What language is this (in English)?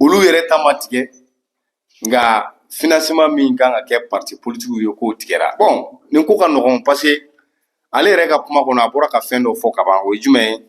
Bambara